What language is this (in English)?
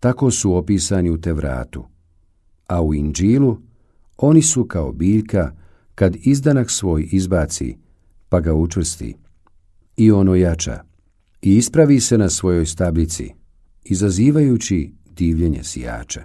Bosnian